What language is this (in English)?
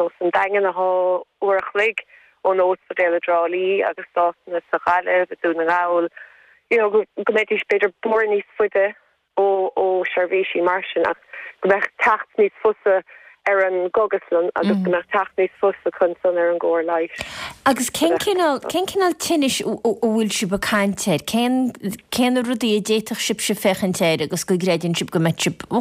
Irish